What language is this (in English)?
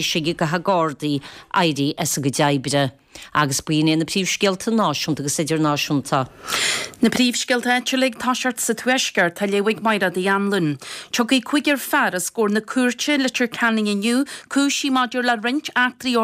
Irish